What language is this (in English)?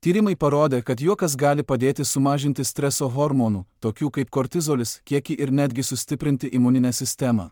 Lithuanian